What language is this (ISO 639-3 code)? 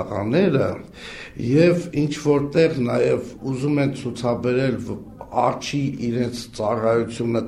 hye